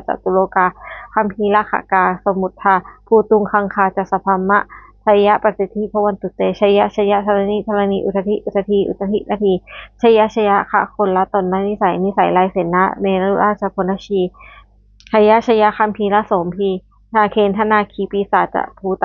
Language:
Pali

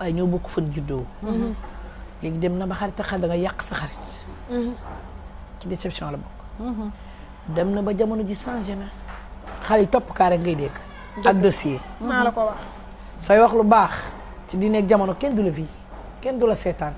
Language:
Wolof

